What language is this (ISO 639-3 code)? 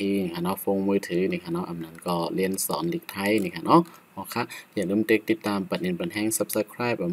shn